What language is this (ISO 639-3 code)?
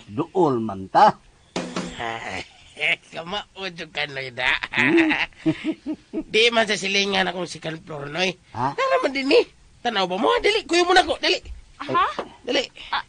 ceb